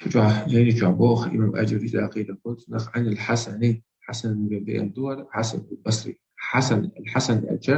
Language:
Chechen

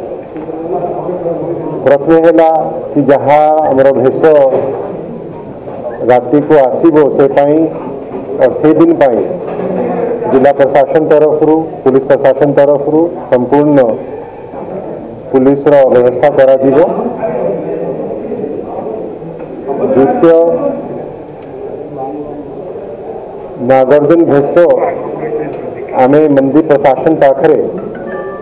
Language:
Odia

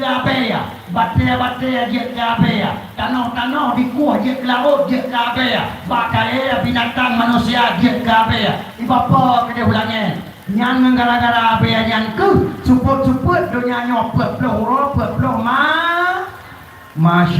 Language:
Achinese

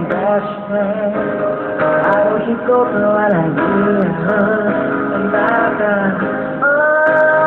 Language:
Japanese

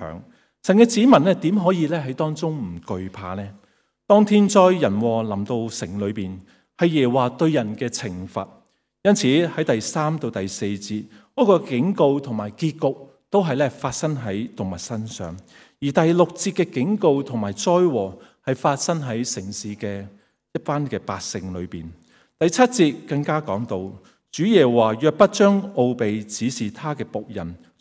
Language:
Cantonese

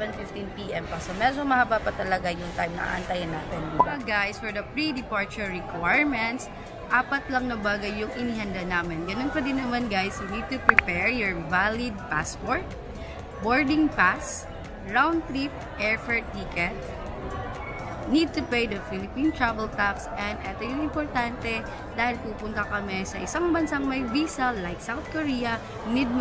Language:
Filipino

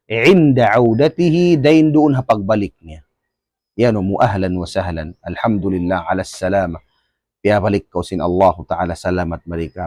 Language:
Tausug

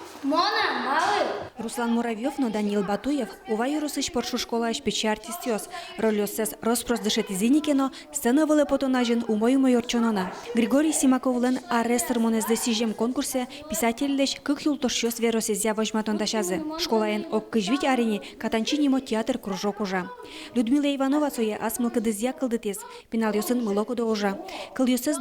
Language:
Udmurt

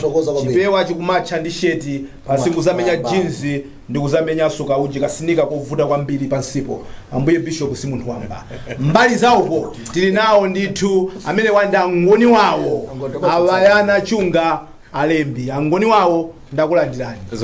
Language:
Nyanja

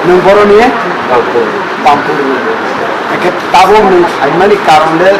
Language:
Kok Borok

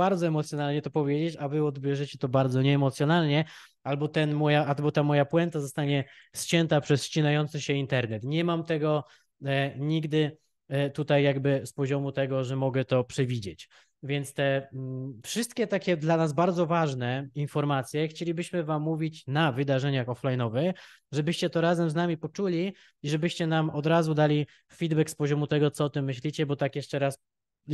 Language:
Polish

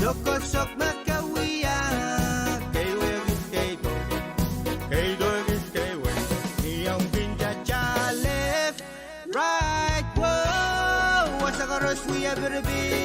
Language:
Pohnpeian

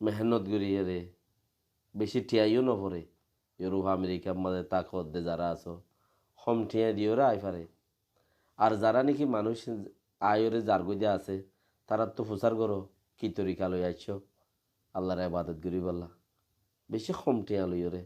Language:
Rohingya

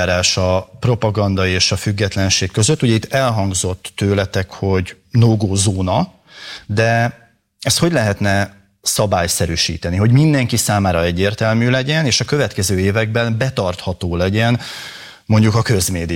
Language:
Hungarian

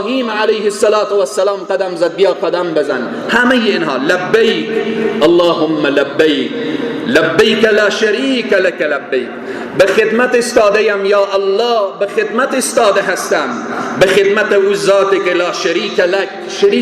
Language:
Persian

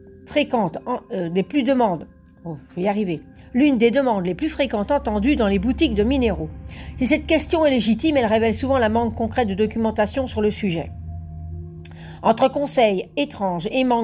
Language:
French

